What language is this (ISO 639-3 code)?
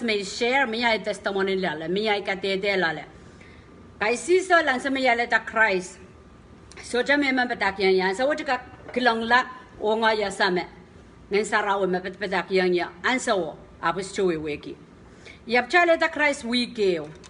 pon